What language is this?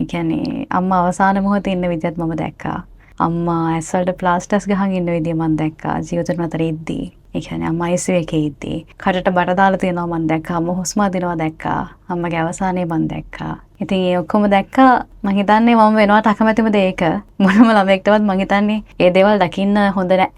Sinhala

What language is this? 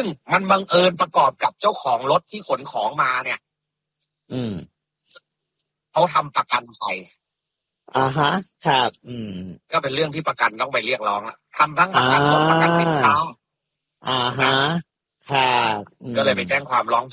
Thai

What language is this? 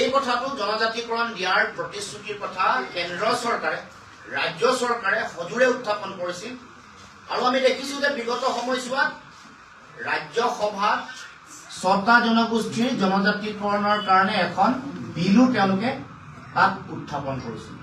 Assamese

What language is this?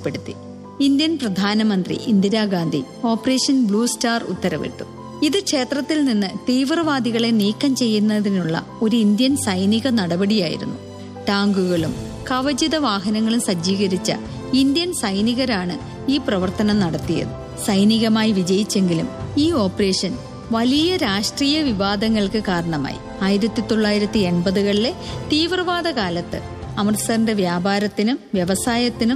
Malayalam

